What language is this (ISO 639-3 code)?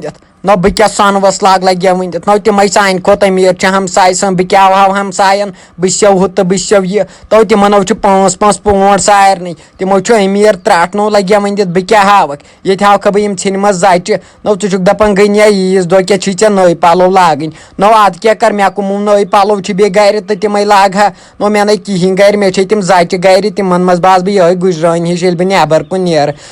kas